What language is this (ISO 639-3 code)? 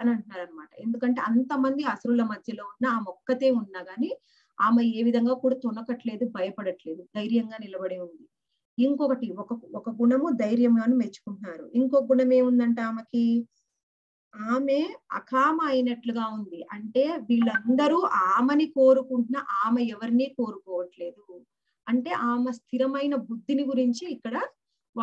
tel